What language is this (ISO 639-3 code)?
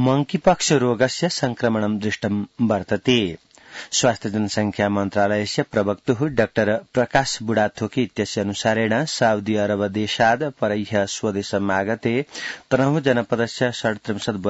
san